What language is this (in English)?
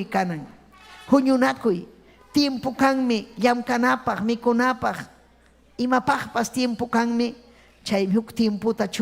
Ayacucho Quechua